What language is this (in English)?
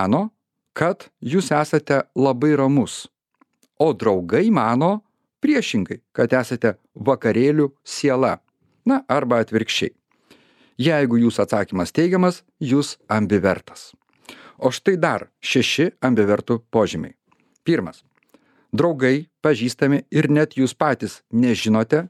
Lithuanian